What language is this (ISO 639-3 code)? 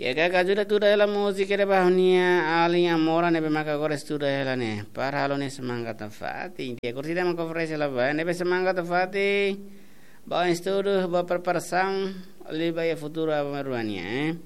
tet